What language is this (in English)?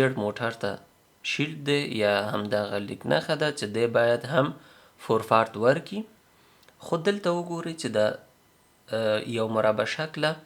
Pashto